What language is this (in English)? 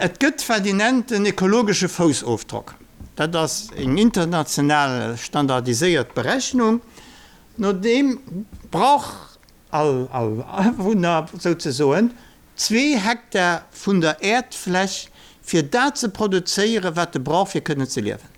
Luxembourgish